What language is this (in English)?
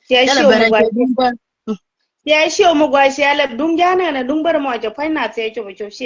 Nuer